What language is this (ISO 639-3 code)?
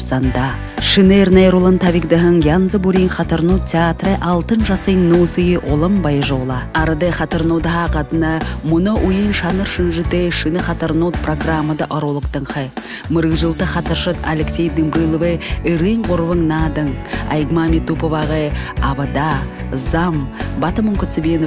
bua